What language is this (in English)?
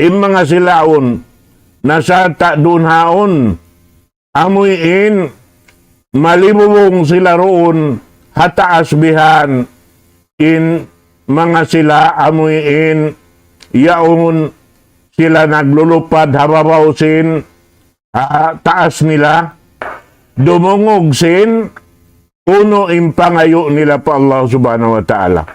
Tausug